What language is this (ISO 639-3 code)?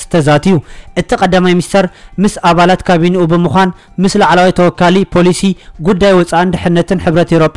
tir